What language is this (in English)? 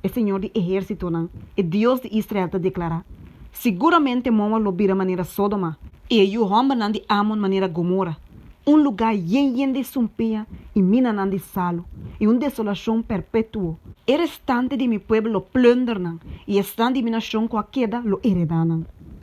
Papiamento